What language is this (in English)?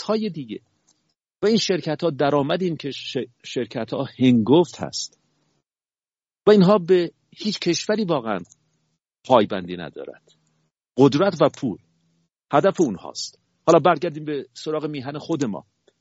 Persian